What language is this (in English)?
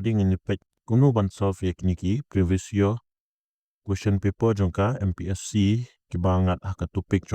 Khasi